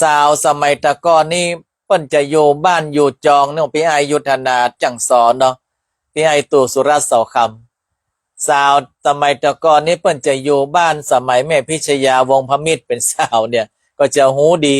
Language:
Northern Thai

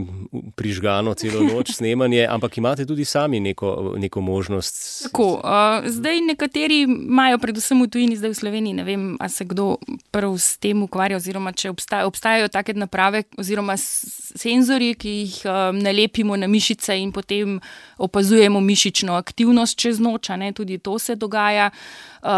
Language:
Slovenian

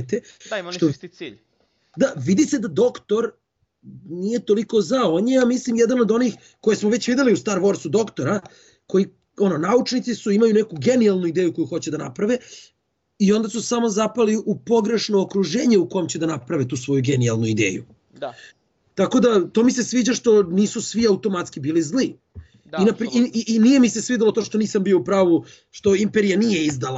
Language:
Serbian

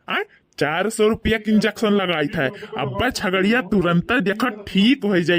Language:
Awadhi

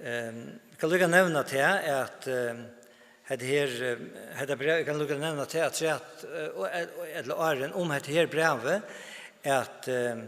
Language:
Faroese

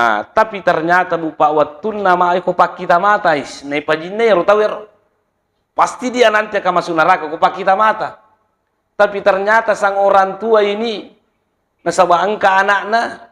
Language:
Buginese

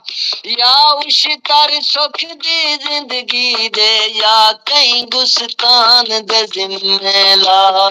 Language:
Saraiki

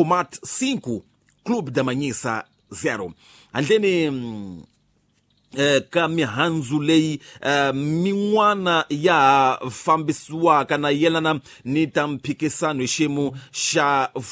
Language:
Tsonga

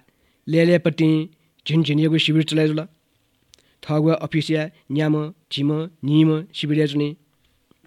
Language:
Newari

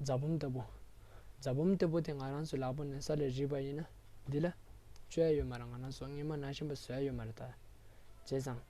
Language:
Tibetan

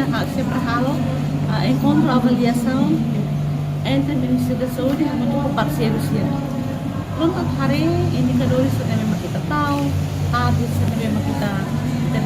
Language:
Tetum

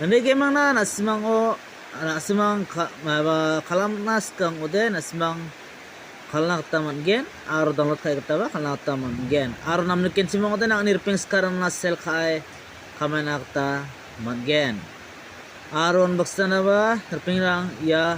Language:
Garo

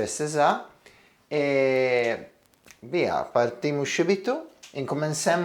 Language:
Ligurian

